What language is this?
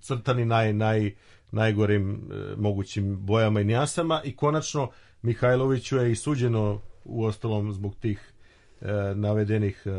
Serbian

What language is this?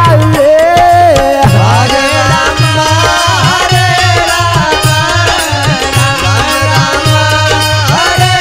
Bhojpuri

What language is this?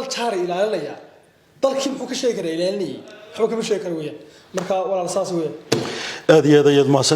Somali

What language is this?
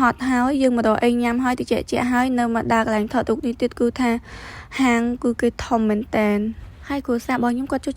Khmer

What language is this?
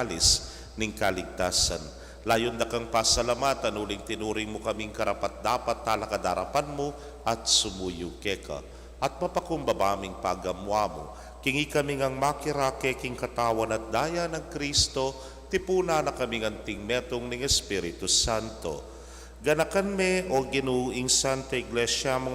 Pampanga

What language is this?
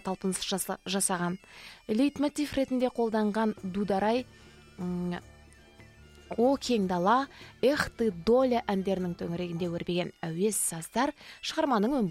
Kazakh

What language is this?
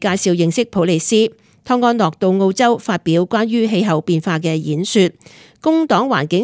Cantonese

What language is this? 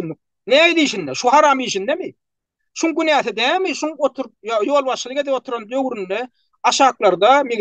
Turkmen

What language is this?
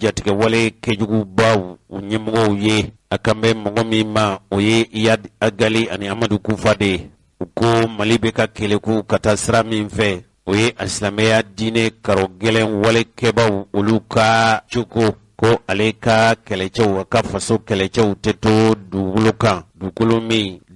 Bambara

